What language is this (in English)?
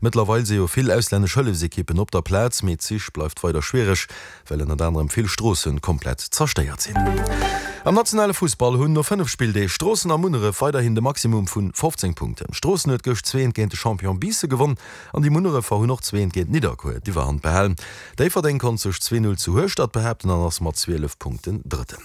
Luxembourgish